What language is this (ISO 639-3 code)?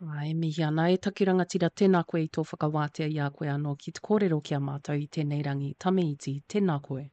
mri